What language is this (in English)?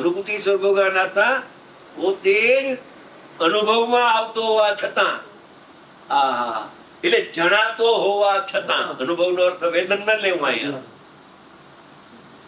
Gujarati